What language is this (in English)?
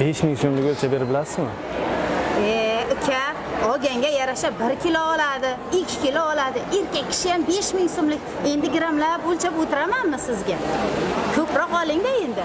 Uzbek